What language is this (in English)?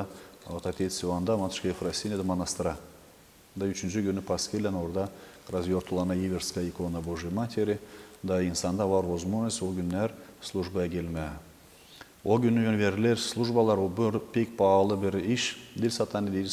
Gagauz